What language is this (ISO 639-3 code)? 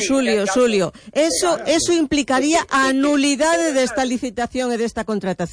glg